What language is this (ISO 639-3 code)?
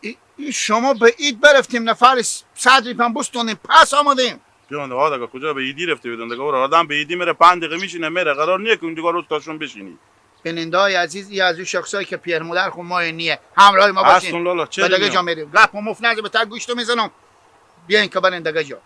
haz